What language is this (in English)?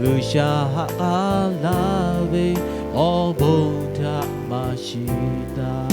Lahu